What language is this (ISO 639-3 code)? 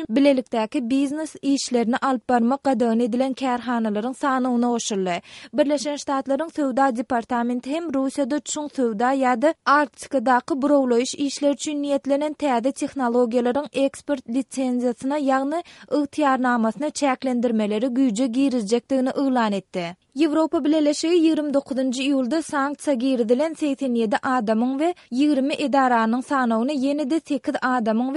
tuk